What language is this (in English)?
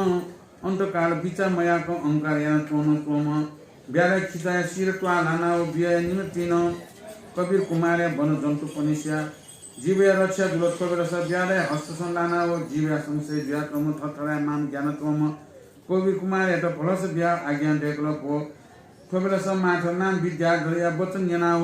Newari